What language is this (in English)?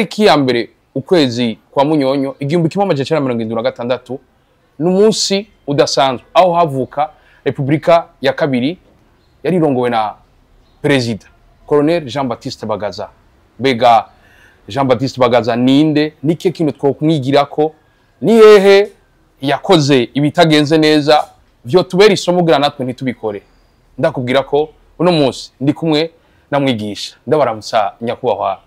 Rundi